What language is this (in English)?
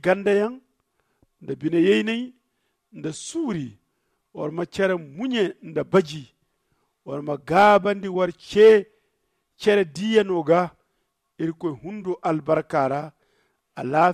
Zarma